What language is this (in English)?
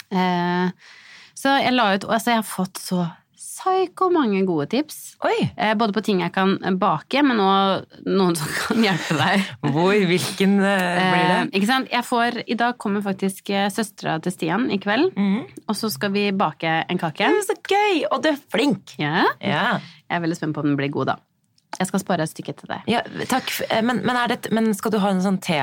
Norwegian